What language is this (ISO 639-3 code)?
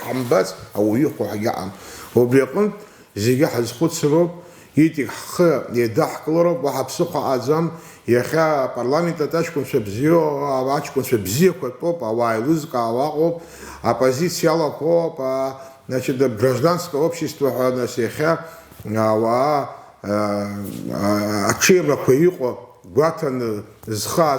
abk